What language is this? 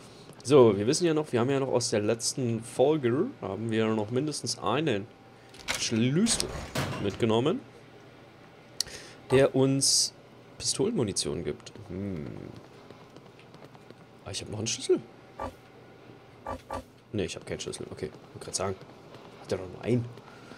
German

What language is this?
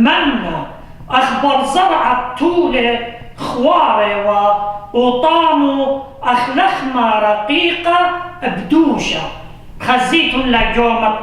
Assyrian Neo-Aramaic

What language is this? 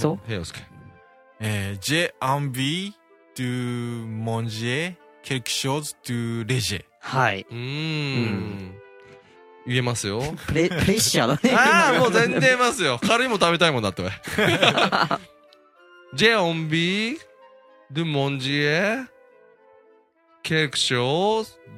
Japanese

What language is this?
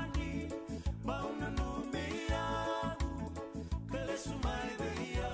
Fijian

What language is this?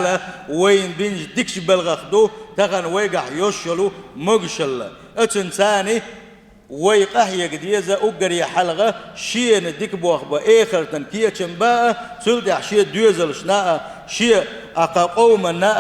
Chechen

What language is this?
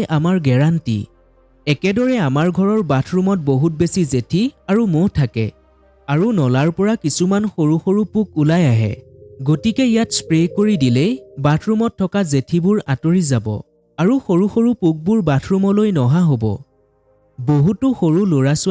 Assamese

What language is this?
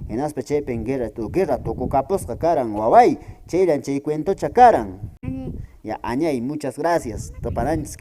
Quechua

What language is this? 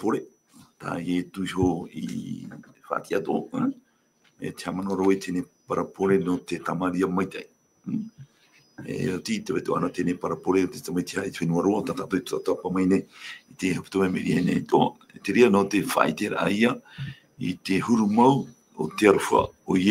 Tahitian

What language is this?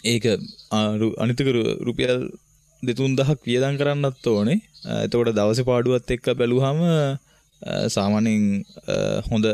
Sinhala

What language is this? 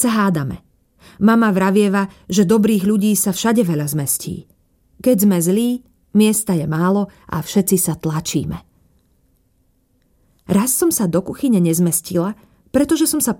Slovak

